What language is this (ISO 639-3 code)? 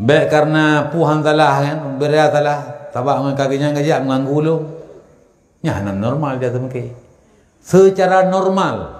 ace